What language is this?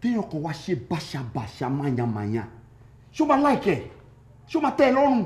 Yoruba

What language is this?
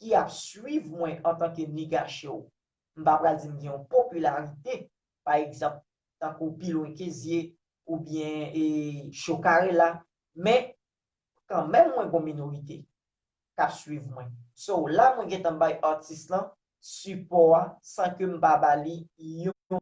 Haitian Creole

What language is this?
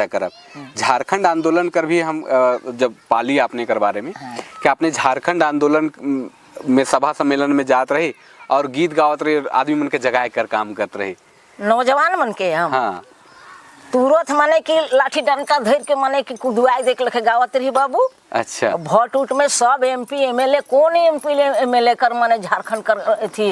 Sadri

